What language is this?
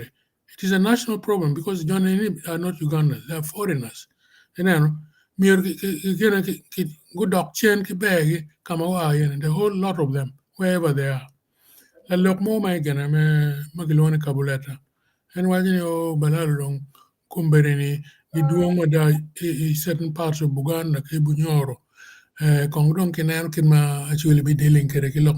Acoli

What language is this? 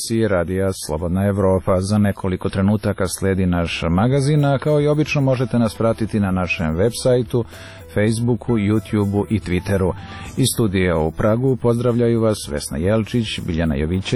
Serbian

